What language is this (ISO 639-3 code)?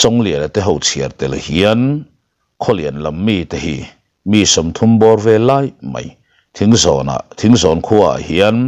lus